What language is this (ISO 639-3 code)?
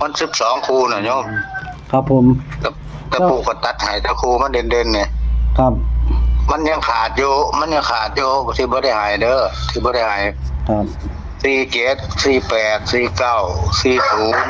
tts